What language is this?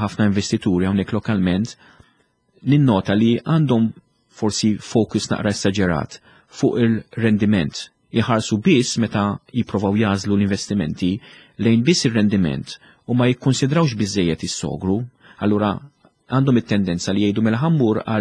Maltese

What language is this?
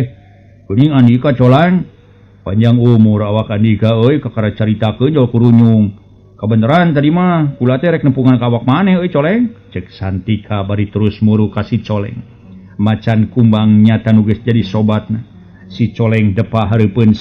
Sundanese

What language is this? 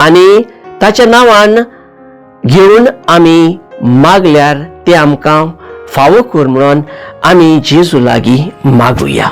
Konkani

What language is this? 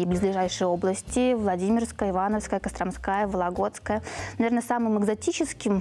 Russian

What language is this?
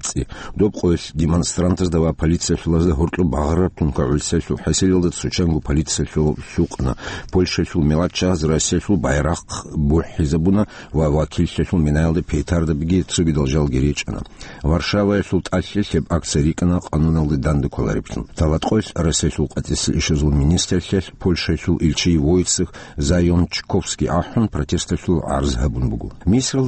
Avaric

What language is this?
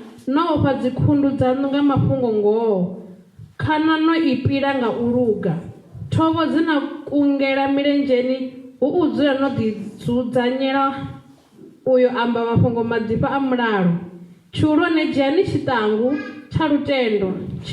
Venda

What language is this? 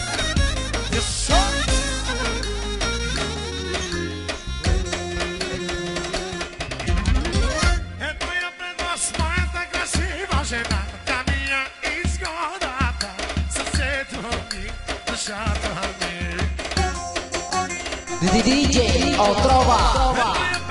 Bulgarian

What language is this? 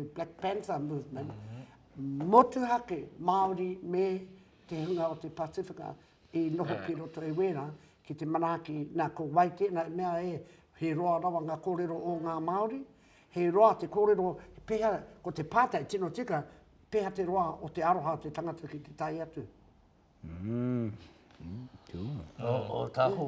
Māori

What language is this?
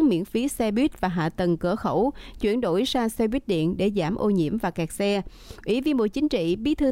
Vietnamese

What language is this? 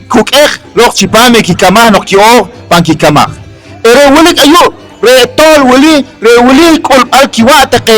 Poqomchi'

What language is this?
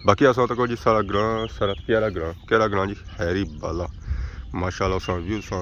Pahari-Potwari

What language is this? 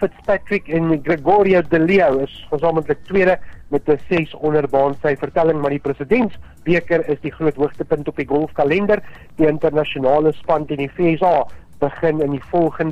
Afrikaans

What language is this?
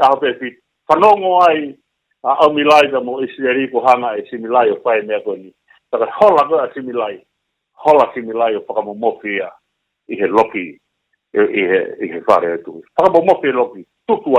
Tongan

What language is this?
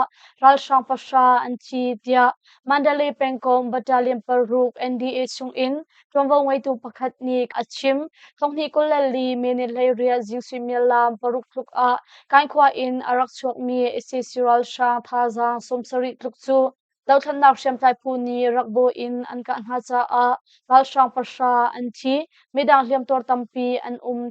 Hakha Chin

